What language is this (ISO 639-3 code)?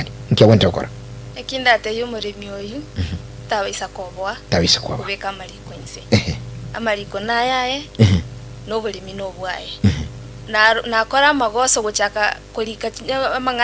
guz